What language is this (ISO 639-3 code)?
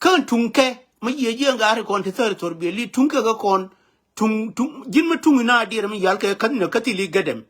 nus